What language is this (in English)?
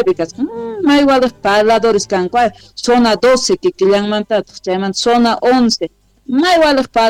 Quechua